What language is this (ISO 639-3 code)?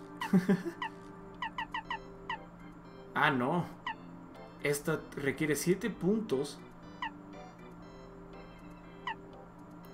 spa